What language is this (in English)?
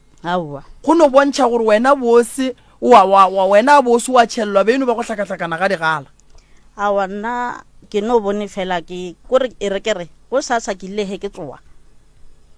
Northern Sotho